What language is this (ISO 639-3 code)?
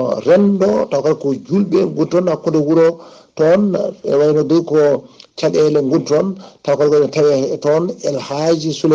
ful